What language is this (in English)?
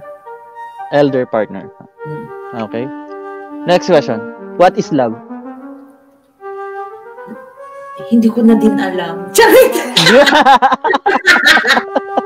Filipino